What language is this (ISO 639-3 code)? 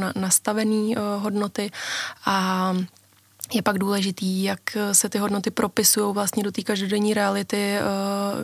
ces